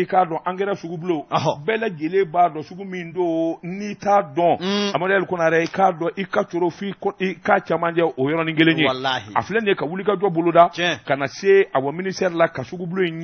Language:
Bambara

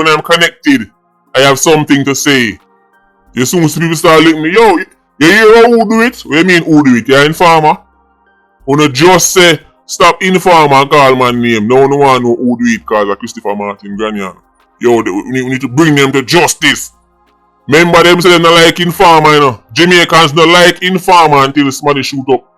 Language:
Jamaican Creole English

